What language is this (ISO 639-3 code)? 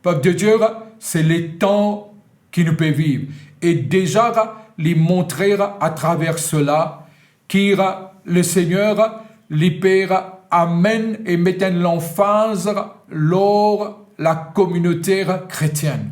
mfe